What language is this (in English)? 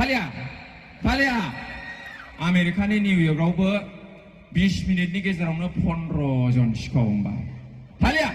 Bodo